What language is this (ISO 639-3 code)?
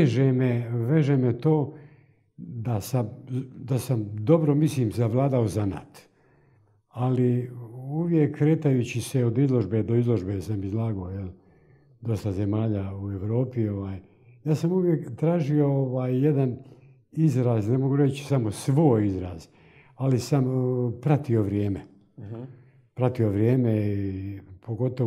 hrv